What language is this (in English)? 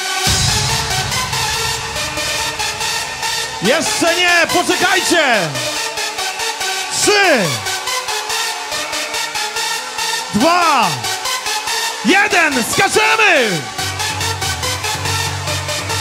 Polish